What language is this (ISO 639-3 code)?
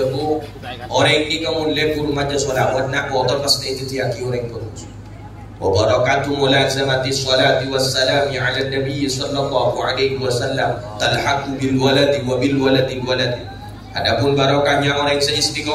mad